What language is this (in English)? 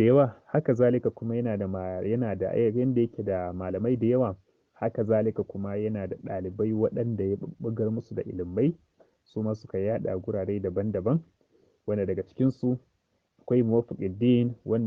Hausa